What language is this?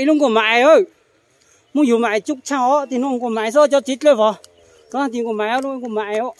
Hmong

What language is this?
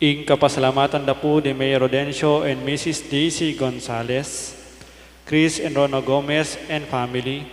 Pampanga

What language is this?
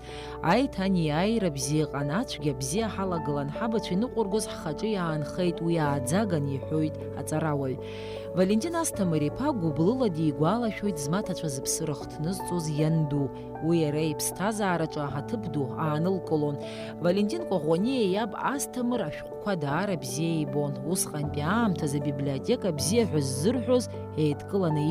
Abkhazian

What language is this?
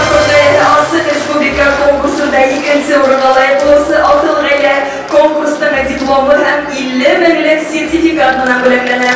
Bashkir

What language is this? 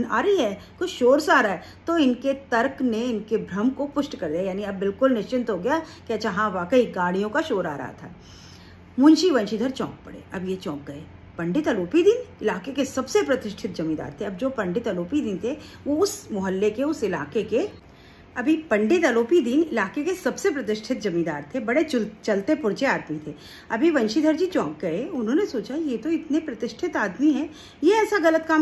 Hindi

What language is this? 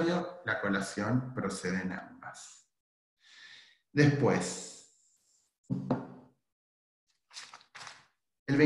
Spanish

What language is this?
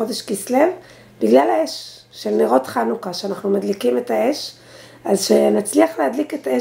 Hebrew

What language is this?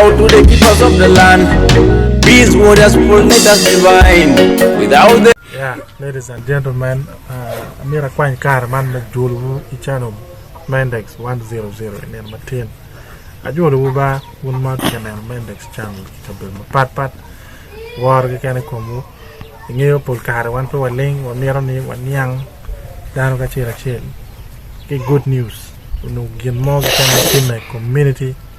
Acoli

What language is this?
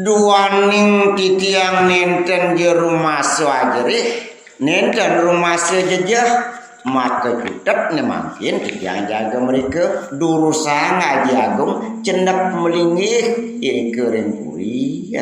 Balinese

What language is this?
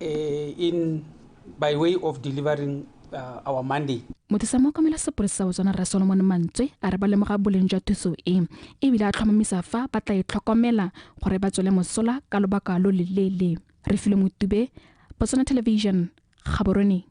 Tswana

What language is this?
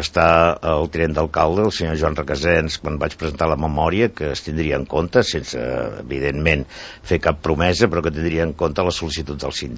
Catalan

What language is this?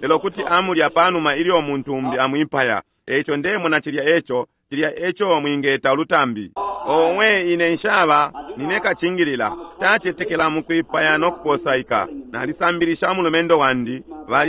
Bemba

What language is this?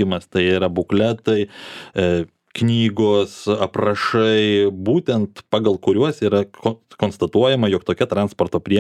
Lithuanian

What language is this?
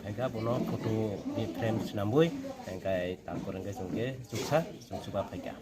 Kok Borok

